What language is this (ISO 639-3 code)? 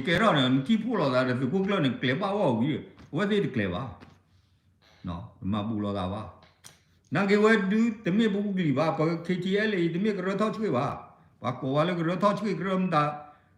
ksw